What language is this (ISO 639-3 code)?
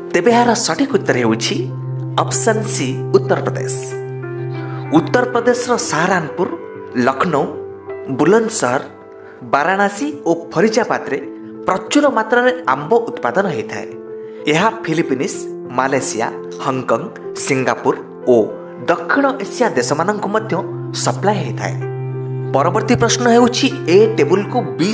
ori